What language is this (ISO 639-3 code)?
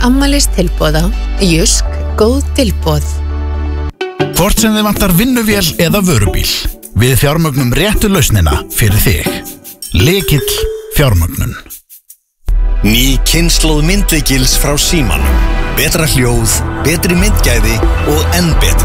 isl